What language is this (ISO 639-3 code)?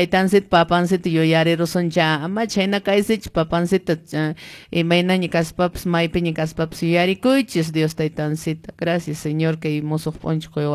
que